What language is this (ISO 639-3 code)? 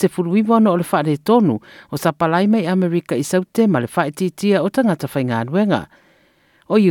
smo